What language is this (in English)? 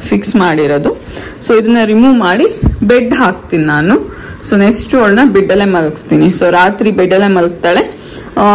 Kannada